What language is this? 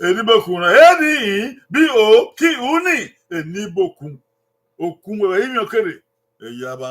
Bini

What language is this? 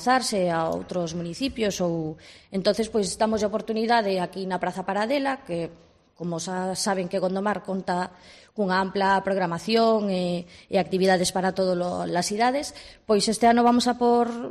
Galician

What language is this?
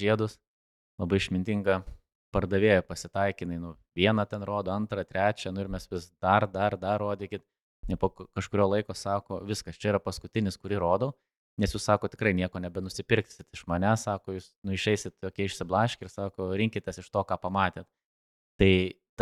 Lithuanian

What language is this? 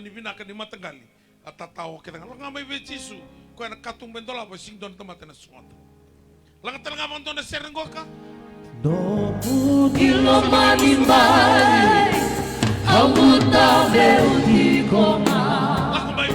Fijian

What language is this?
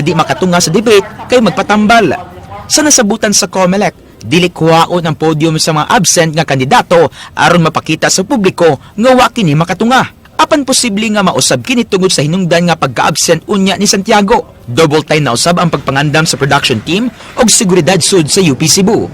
Cebuano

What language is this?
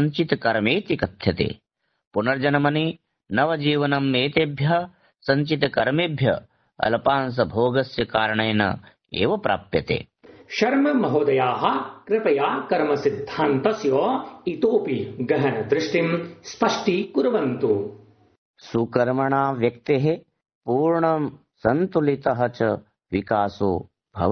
Sanskrit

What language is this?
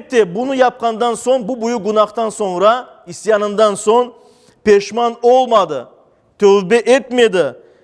Crimean Tatar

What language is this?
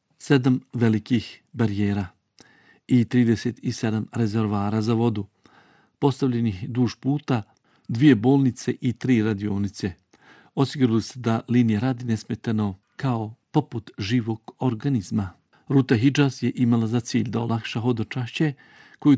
Bosnian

